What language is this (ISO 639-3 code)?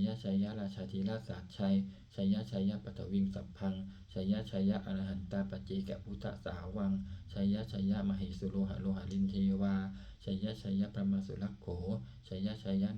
pli